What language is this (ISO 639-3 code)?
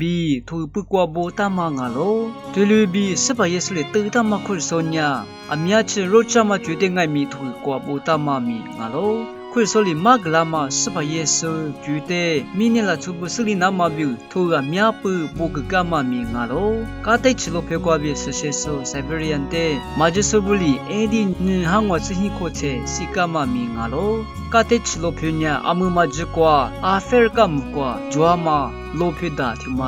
lis